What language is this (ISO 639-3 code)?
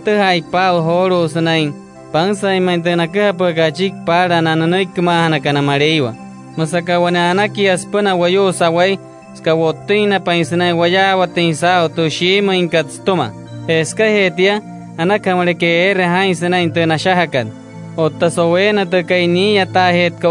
guc